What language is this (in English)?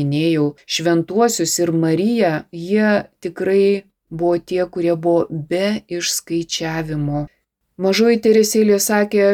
Lithuanian